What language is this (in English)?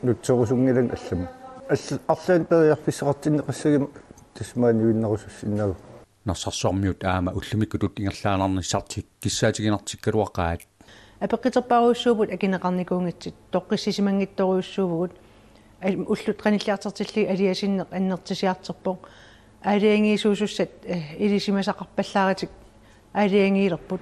Kalaallisut